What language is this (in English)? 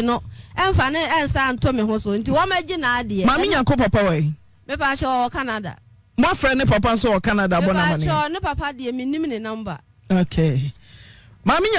Akan